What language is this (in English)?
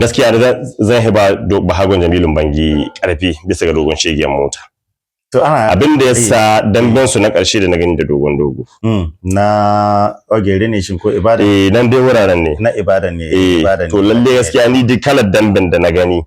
Hausa